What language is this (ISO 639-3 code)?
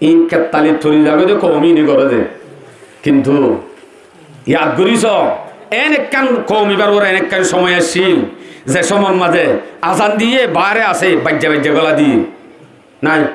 rhg